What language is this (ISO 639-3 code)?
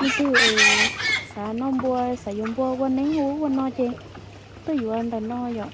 hmn